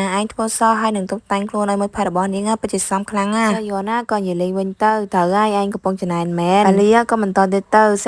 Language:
Khmer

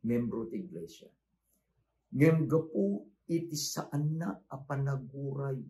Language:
Iloko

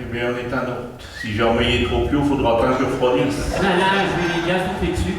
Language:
Picard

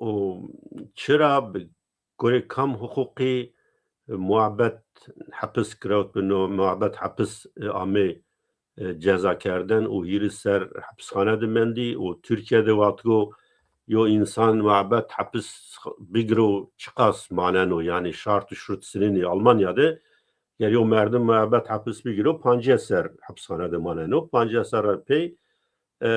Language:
Zaza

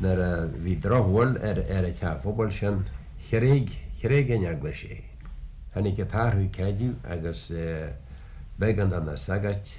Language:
Irish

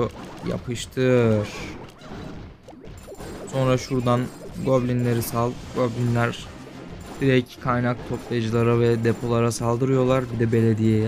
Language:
Turkish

